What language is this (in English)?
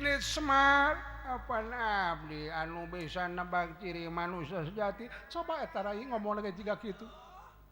Sundanese